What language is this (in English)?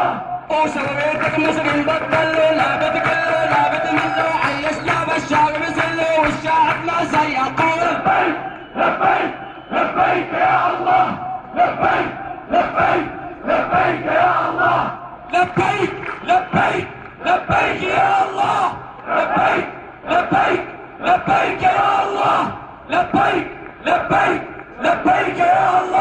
North Levantine Arabic